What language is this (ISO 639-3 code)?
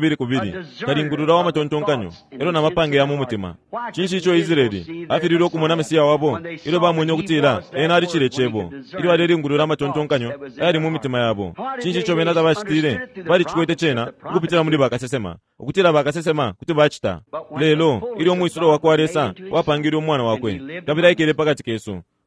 bem